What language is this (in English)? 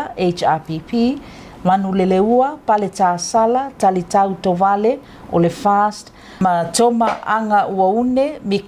Samoan